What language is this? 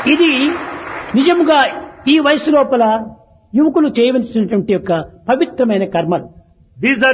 Telugu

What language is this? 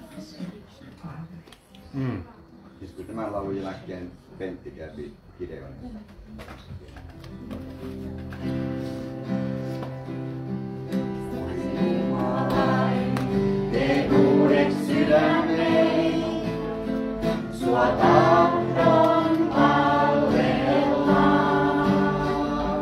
Finnish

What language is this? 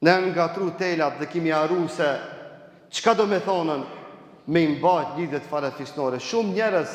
Albanian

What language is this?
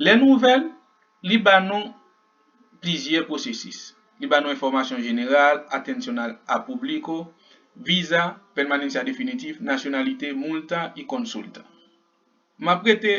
Haitian Creole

